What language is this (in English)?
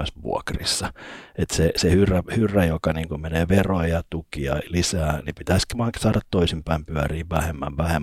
Finnish